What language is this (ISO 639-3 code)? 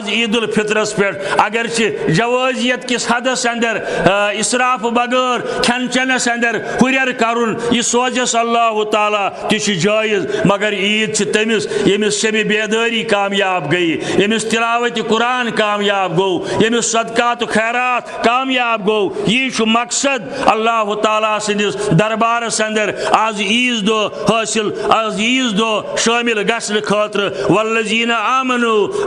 kas